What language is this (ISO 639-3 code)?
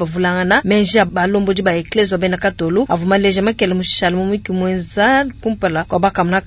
lua